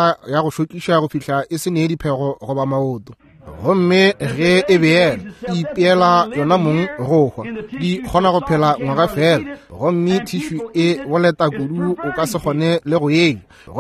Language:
Northern Sotho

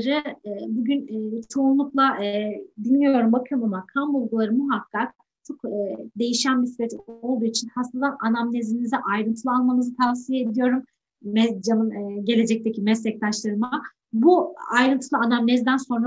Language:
Turkish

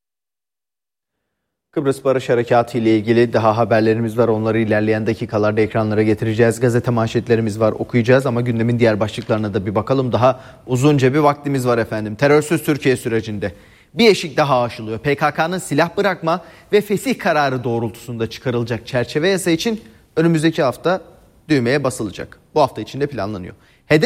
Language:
Turkish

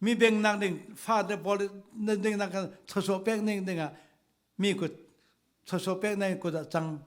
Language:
Falam Chin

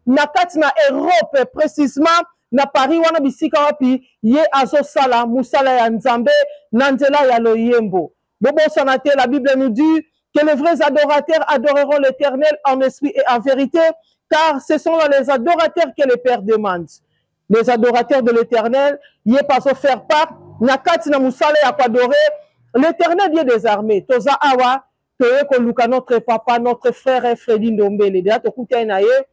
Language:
Lingala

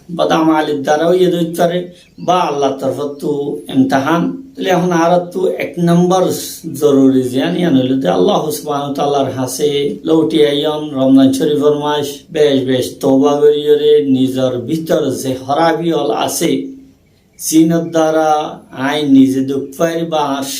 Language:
Rohingya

